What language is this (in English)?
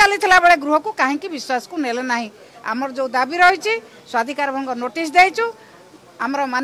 Odia